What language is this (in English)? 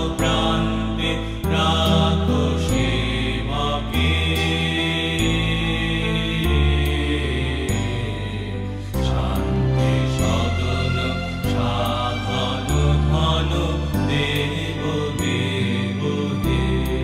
Bangla